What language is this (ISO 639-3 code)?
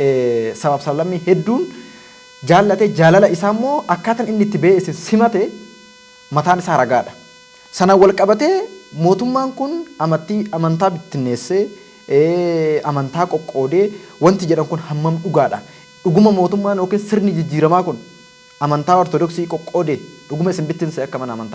orm